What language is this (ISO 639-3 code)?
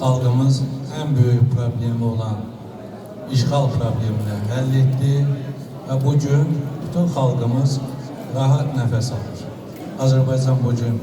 aze